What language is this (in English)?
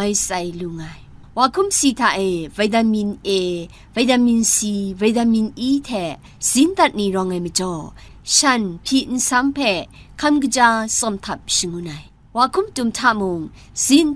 Kachin